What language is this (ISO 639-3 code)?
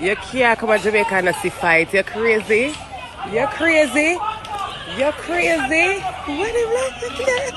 jam